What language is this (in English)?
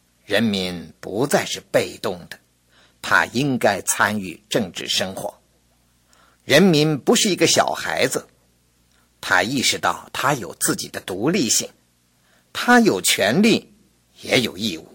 Chinese